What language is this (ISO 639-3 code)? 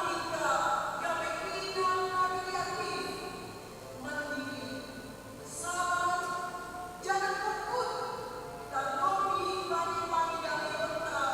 bts